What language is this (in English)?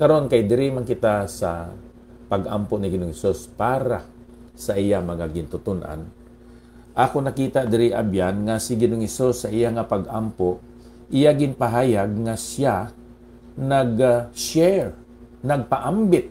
Hiligaynon